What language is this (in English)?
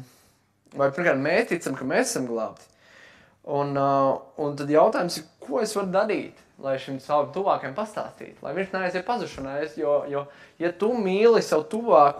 Latvian